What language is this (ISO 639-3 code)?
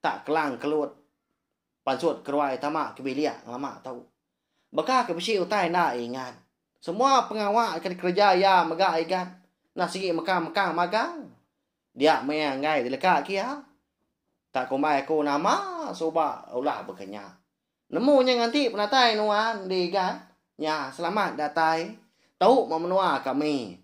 iba